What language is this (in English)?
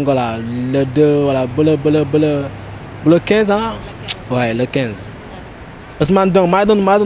Wolof